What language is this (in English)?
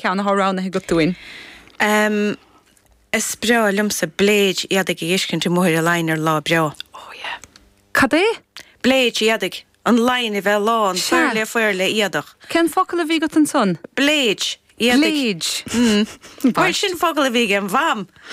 Irish